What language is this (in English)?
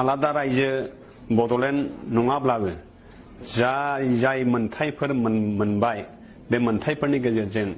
Bodo